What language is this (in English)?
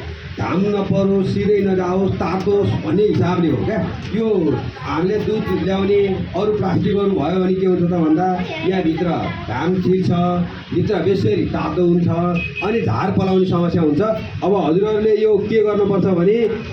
Nepali